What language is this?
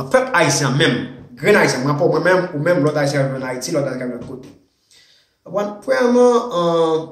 Haitian Creole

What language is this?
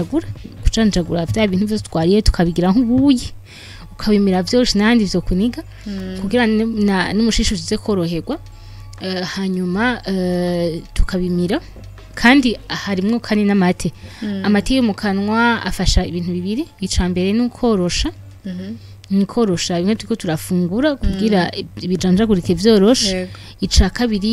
Rundi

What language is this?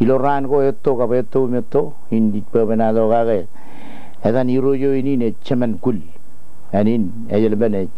Marshallese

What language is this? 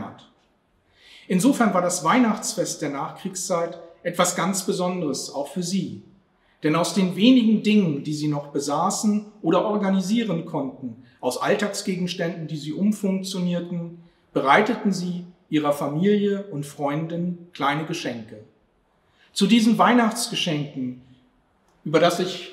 German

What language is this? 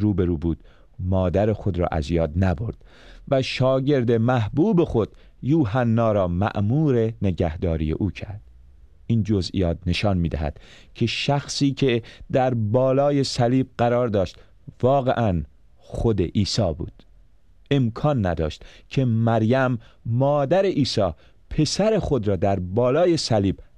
Persian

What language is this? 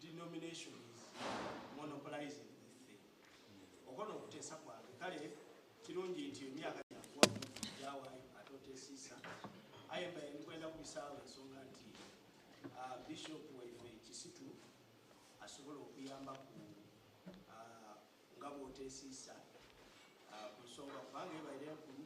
Soga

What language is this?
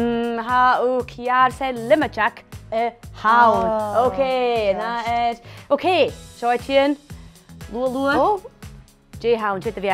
Scottish Gaelic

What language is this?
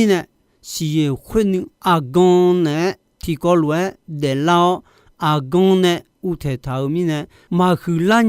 Akha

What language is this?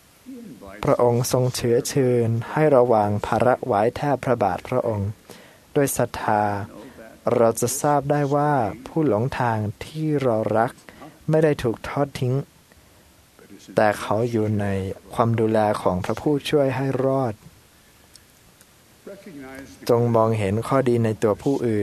Thai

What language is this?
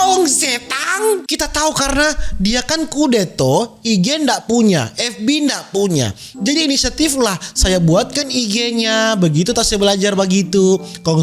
Manado Malay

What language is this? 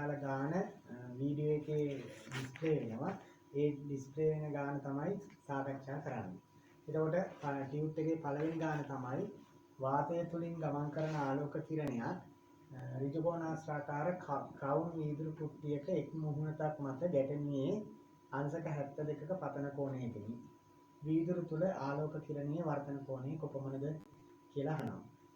Sinhala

